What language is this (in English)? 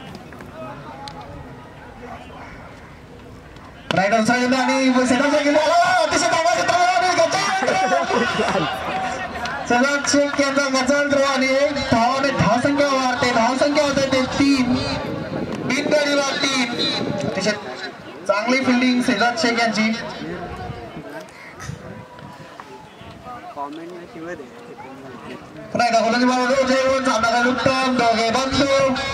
Marathi